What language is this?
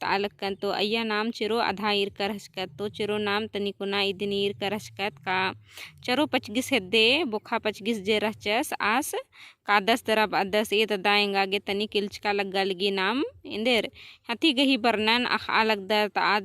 Kurukh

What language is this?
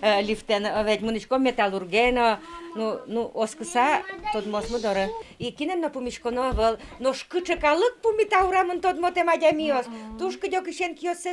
Udmurt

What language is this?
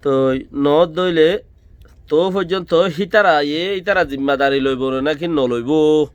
Rohingya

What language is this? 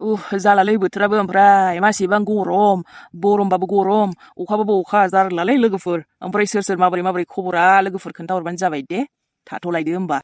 Bodo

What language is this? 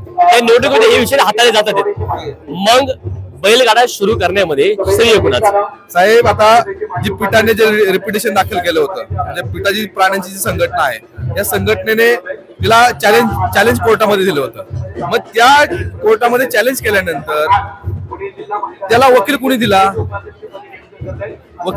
Marathi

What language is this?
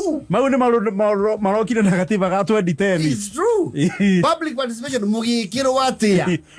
Kikuyu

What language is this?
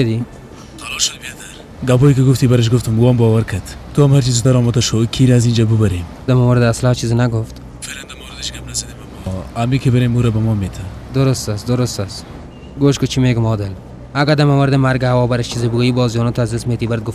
Persian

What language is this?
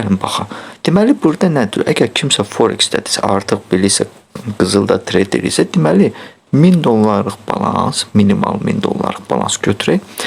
Azerbaijani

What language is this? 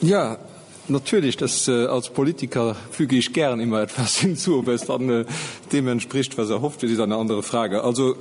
Luxembourgish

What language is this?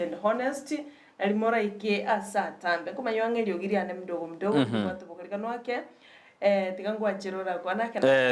Gusii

